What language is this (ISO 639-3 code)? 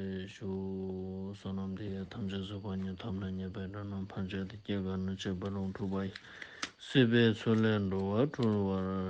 lbj